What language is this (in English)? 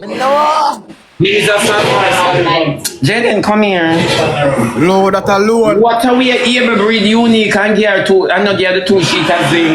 Jamaican Creole English